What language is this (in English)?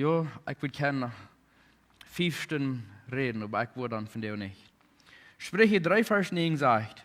Plautdietsch